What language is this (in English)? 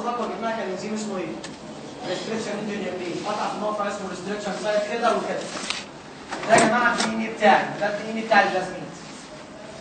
Egyptian Arabic